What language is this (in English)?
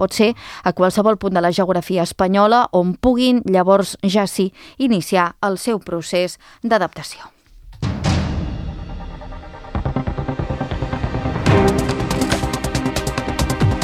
Catalan